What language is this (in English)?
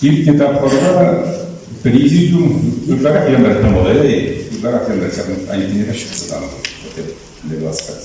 Chuvash